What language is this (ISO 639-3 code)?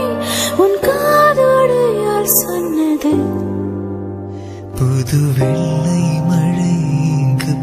tam